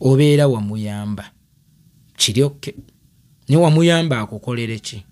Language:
Ganda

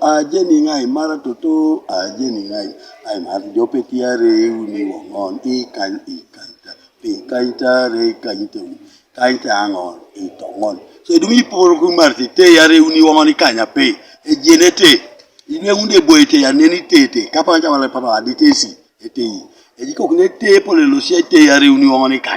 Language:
Teso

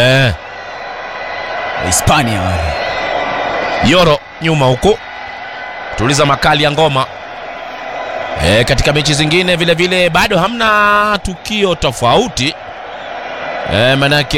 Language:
Swahili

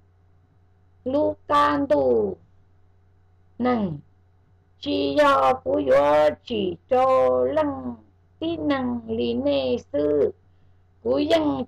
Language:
Vietnamese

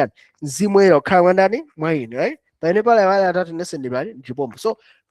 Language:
Nyanja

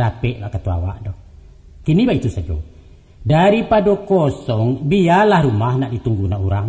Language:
Minangkabau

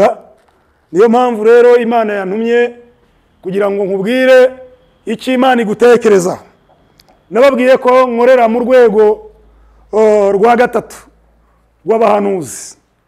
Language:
Kinyarwanda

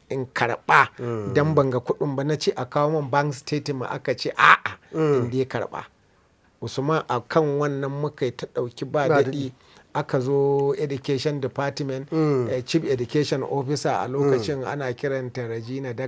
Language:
Hausa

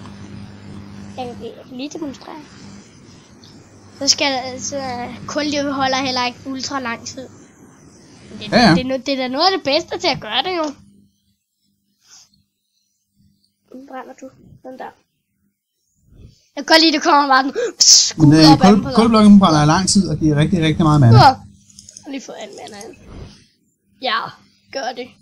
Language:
Danish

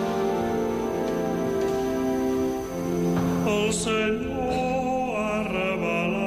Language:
Catalan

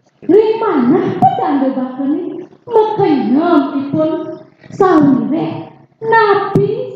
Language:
Balinese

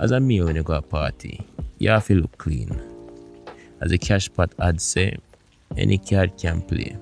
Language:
Jamaican Creole English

